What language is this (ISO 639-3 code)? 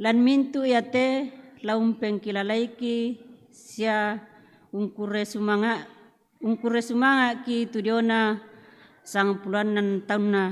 sda